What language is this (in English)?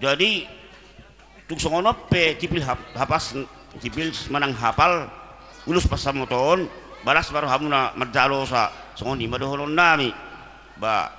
Batak Toba